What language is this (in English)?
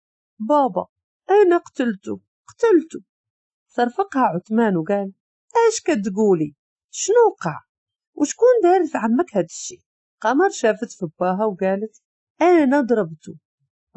Moroccan Arabic